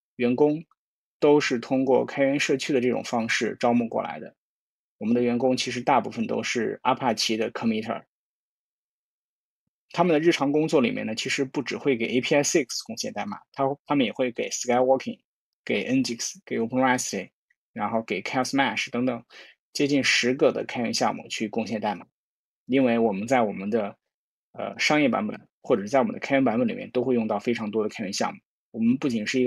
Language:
Chinese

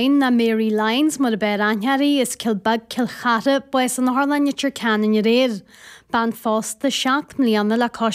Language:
Irish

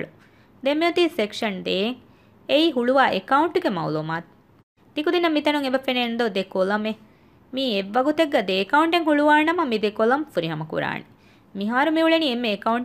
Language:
Divehi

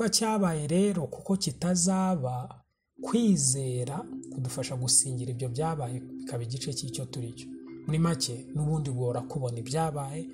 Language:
Kinyarwanda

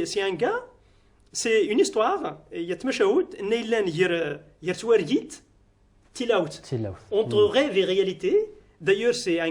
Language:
Kabyle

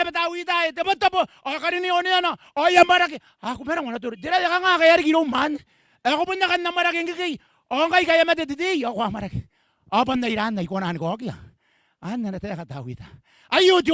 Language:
Gilbertese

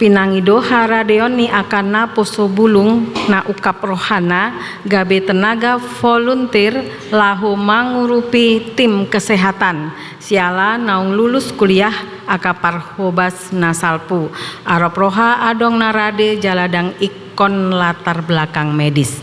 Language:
Batak Toba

